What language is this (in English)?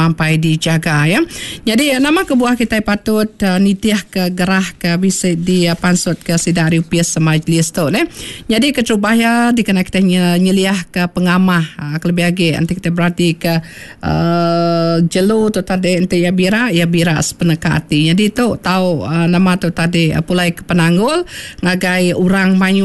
Iban